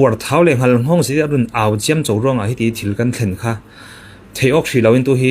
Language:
Falam Chin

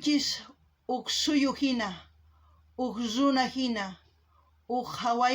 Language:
South Bolivian Quechua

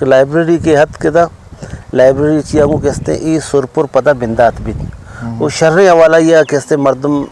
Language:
Eastern Balochi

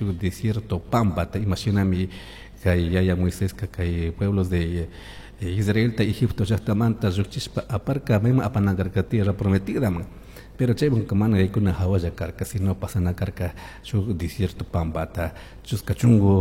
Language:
Chimborazo Highland Quichua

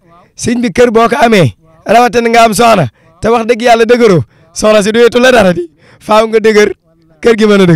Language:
Wolof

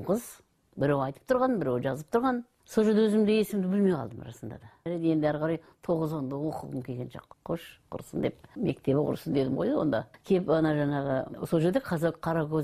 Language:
Kazakh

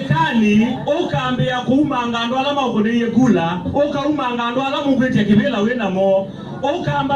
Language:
Kamba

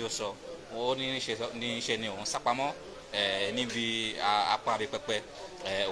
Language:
Yoruba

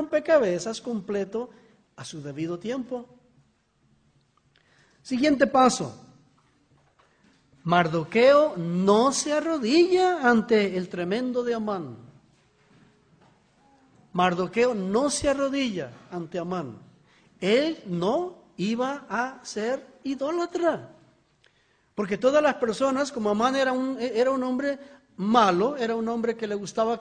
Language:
Spanish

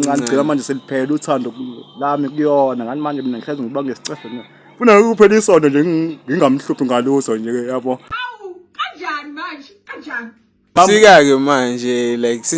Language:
Zulu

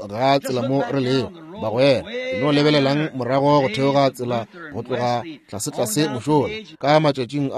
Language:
Northern Sotho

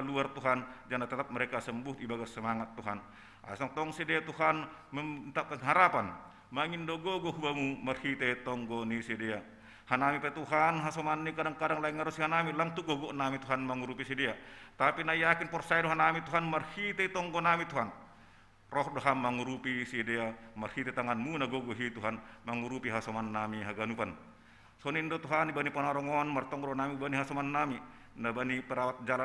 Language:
Batak Simalungun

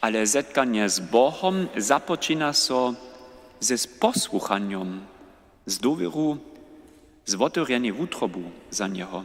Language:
Upper Sorbian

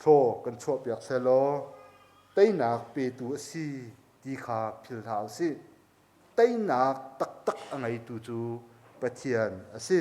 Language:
Hakha Chin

